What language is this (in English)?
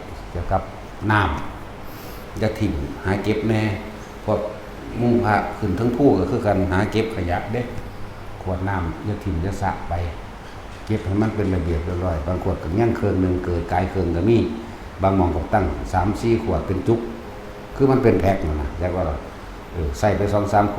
Northeastern Thai